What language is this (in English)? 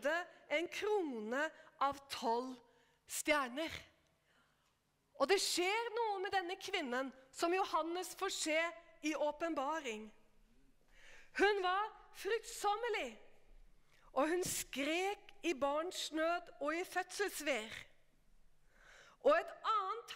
Norwegian